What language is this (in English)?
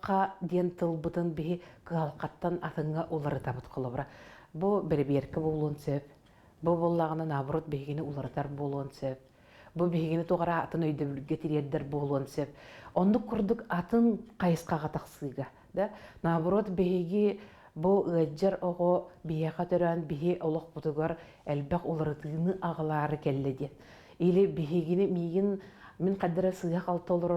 Yakut